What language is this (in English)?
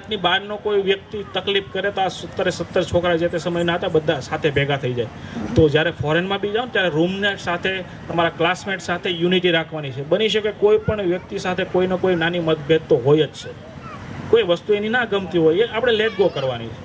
Gujarati